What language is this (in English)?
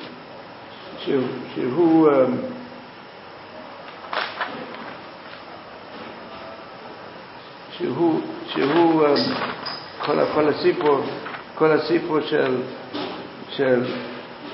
Hebrew